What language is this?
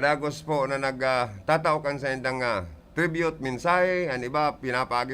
Bikol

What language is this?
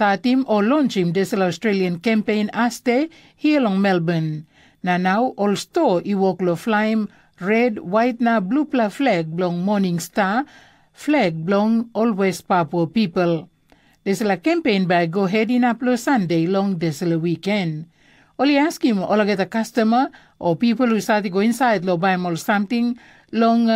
Tok Pisin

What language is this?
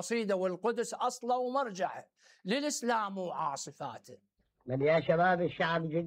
Mesopotamian Arabic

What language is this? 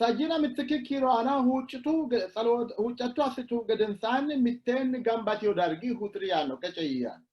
Sidamo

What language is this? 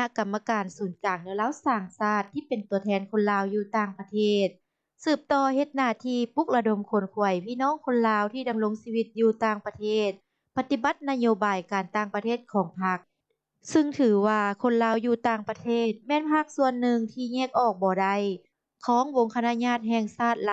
Lao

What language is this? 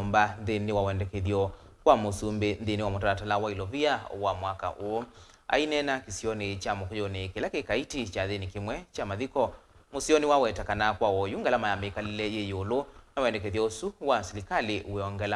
Kamba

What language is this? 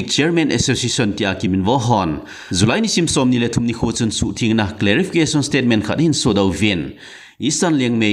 Thado Chin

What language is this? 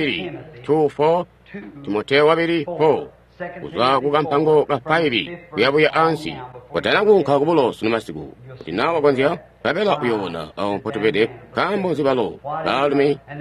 Tonga (Zambia)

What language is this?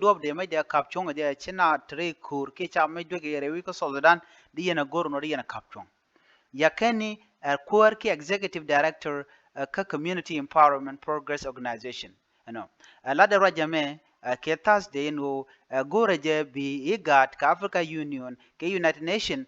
Nuer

